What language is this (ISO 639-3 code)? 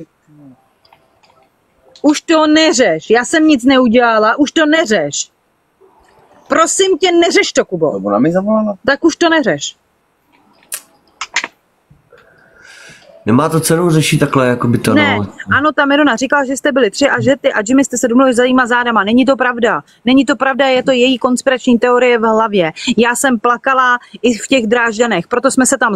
ces